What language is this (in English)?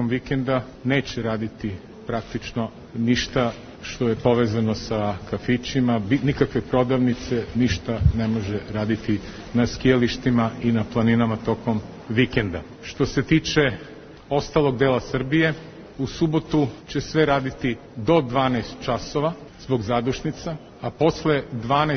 Serbian